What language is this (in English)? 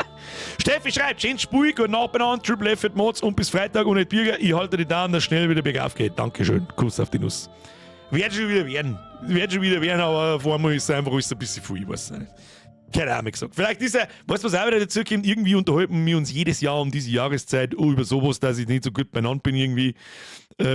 Bavarian